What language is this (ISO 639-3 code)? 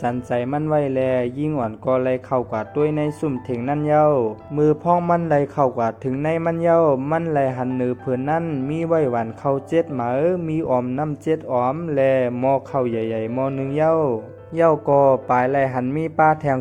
shn